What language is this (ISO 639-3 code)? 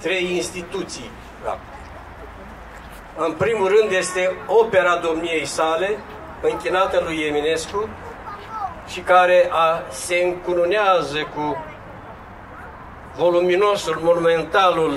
ron